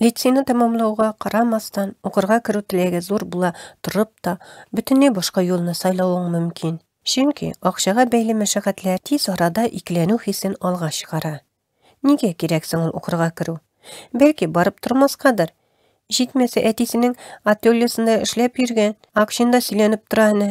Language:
Tatar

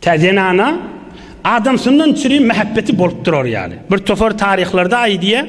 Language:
Turkmen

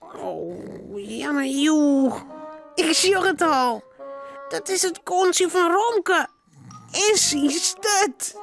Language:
Western Frisian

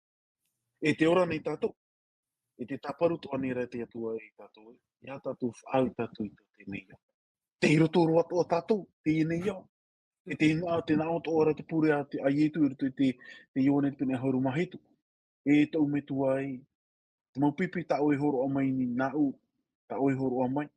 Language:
Tahitian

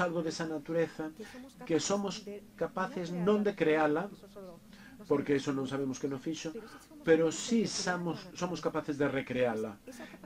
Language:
Galician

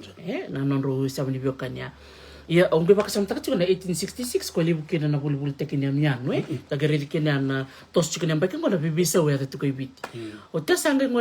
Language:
Fijian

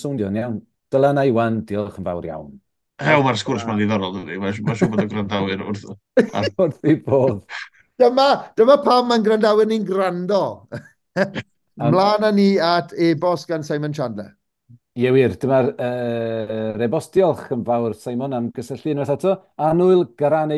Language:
Welsh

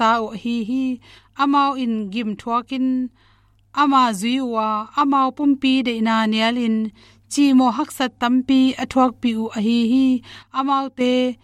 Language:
Tedim Chin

